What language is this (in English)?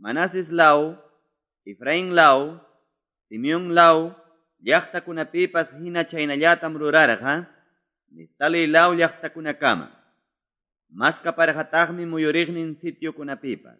Quechua